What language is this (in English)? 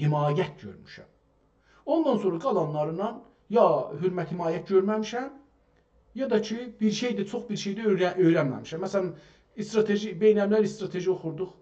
South Azerbaijani